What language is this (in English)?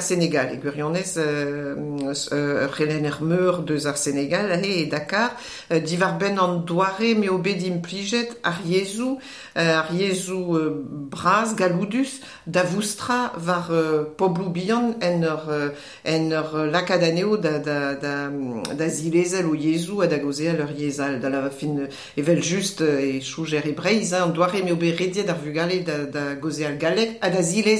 Breton